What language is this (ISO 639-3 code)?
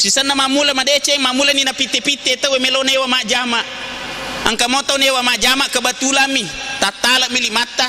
bug